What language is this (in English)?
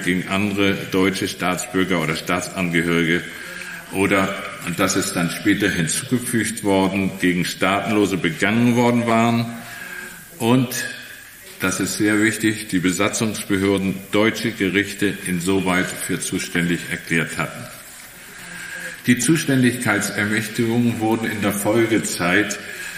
German